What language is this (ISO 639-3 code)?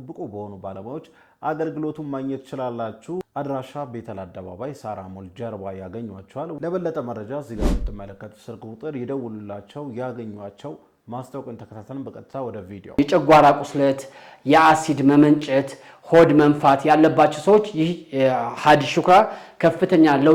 amh